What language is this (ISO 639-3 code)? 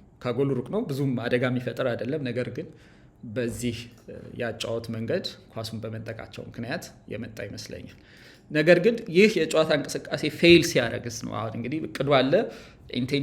amh